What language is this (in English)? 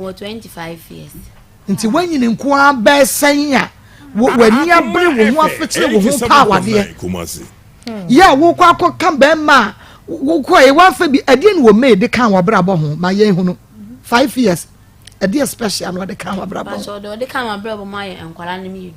Akan